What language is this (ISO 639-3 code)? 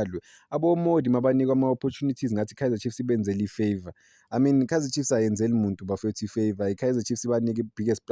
zul